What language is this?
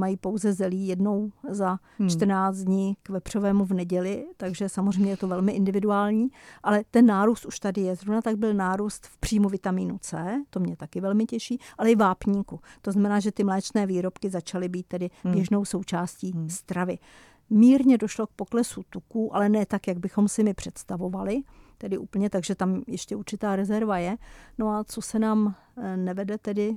Czech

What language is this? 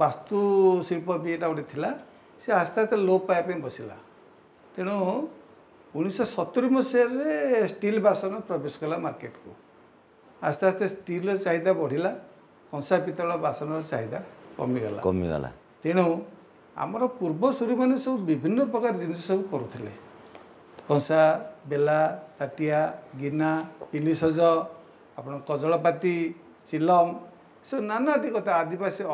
Odia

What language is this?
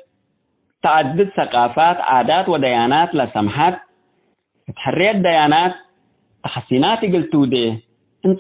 Tigre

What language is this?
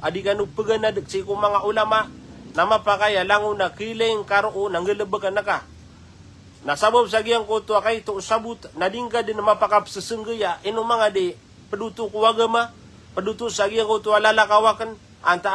Maranao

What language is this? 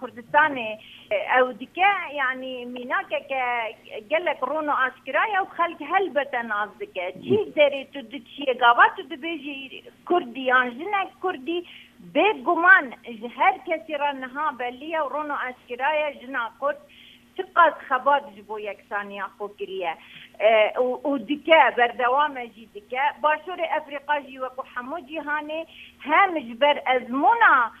Kurdish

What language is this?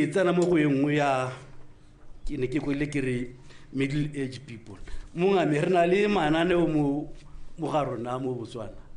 Tswana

